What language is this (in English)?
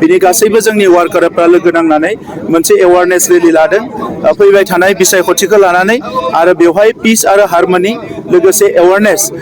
Bodo